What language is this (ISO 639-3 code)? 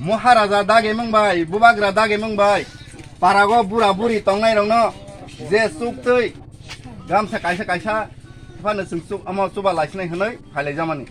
trp